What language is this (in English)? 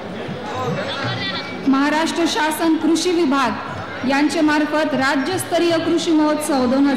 Marathi